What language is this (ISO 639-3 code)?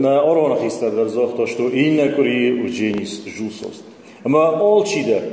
oss